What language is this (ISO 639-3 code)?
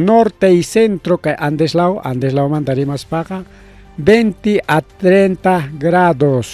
quy